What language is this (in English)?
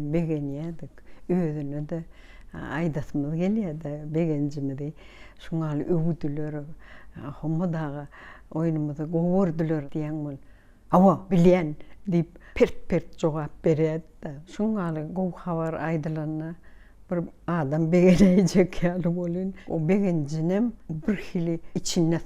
Turkmen